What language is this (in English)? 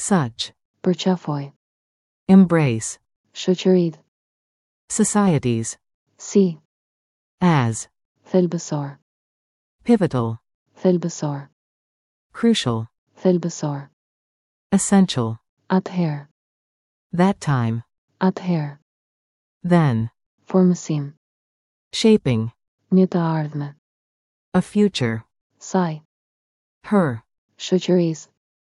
Albanian